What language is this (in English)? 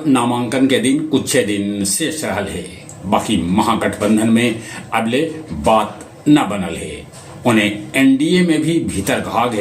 Magahi